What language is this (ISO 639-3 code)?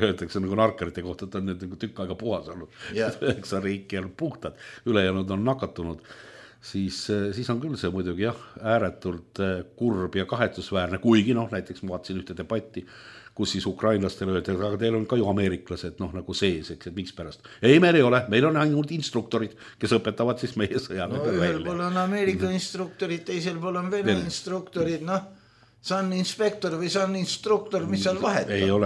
est